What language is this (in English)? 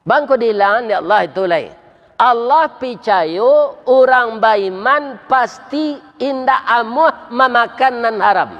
Minangkabau